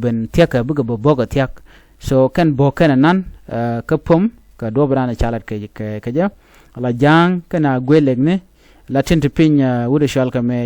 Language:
Nuer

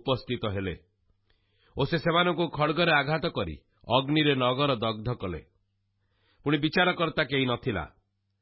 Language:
Odia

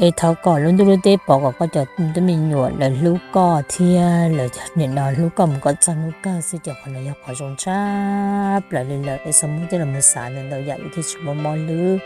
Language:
Hmong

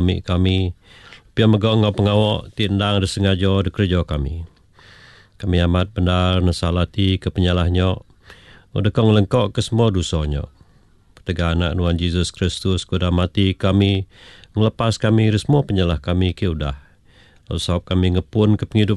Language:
Iban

